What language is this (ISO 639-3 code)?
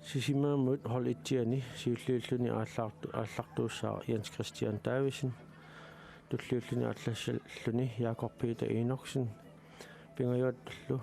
kal